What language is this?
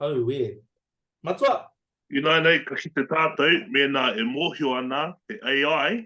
Māori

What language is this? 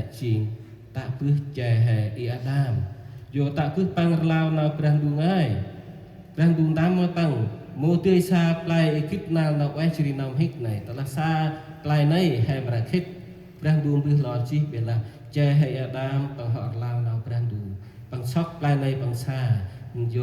Central Mnong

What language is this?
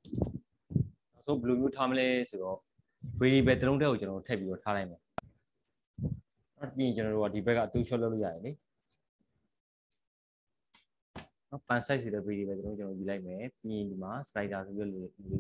Burmese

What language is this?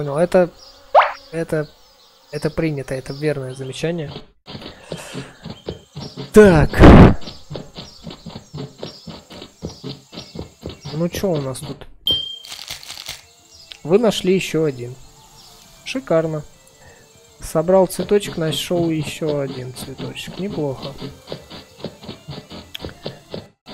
Russian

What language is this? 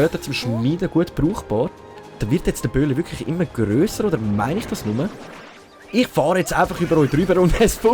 Swiss German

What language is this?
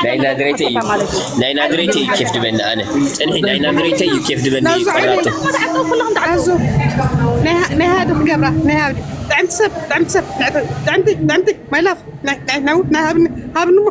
Tigrinya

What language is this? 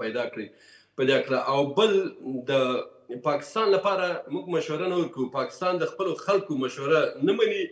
Pashto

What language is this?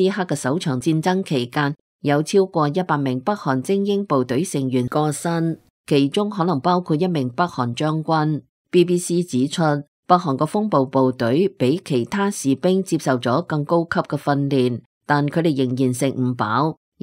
Cantonese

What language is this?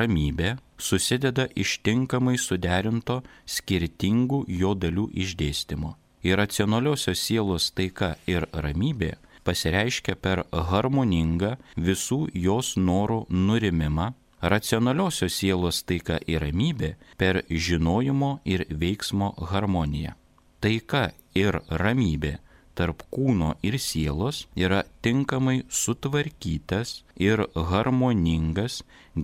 Lithuanian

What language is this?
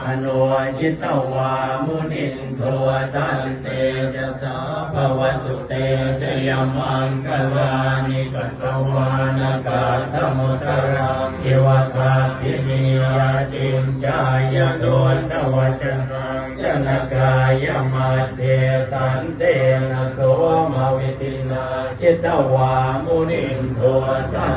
Pali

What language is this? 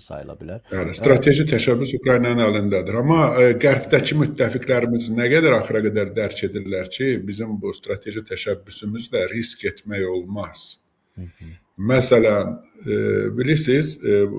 Azerbaijani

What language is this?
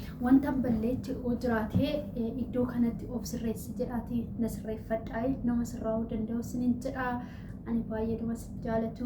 Oromo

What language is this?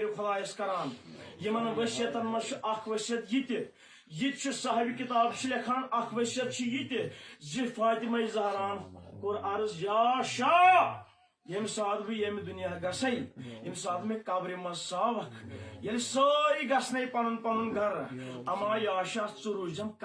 Kashmiri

